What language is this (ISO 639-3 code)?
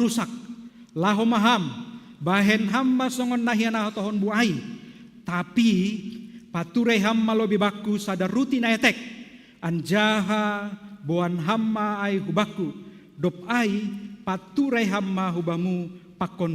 bts